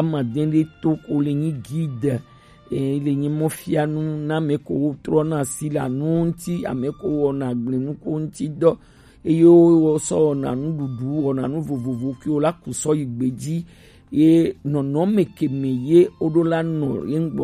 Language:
Gen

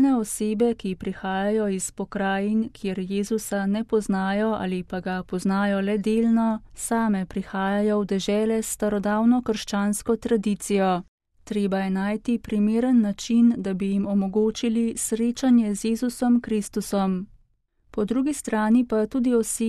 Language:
Slovenian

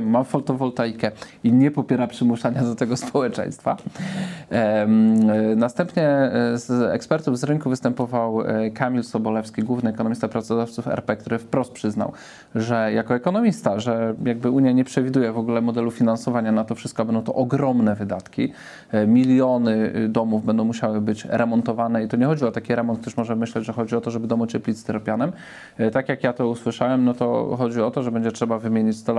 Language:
Polish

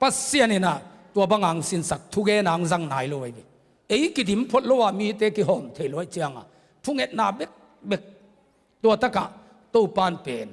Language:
Tedim Chin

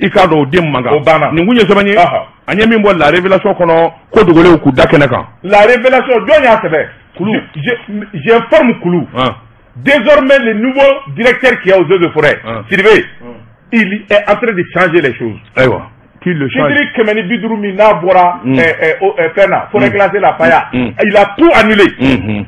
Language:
Bambara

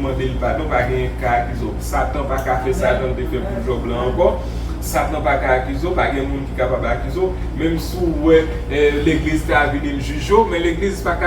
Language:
Haitian Creole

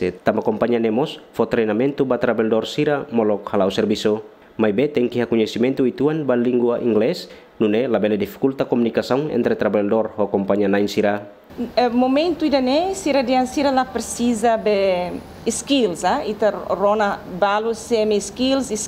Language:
Tetum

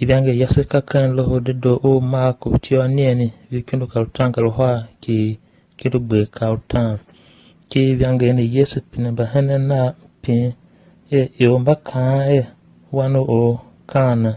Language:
Tiv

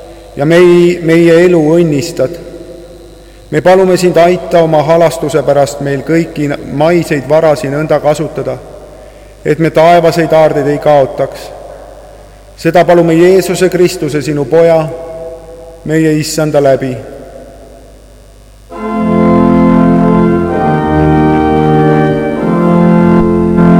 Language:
Estonian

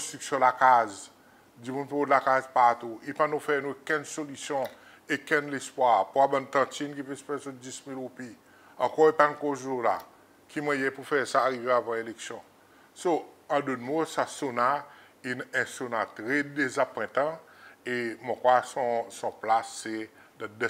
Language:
Seselwa Creole French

